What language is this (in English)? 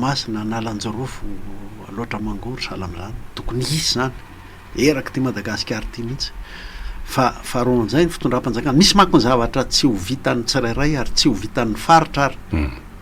Malagasy